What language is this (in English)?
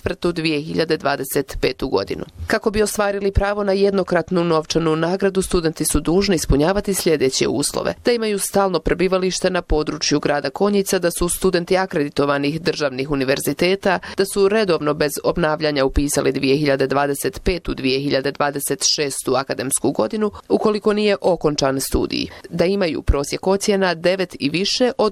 Bosnian